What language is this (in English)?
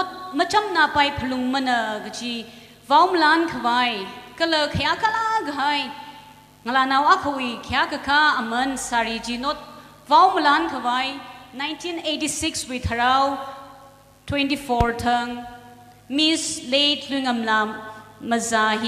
Tangkhul Naga (India)